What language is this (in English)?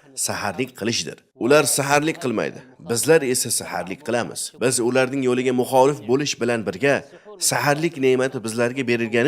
Uzbek